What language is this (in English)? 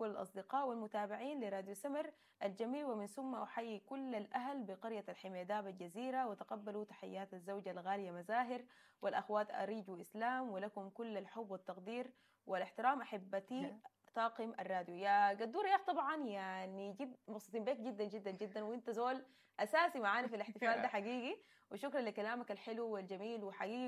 Sudanese Arabic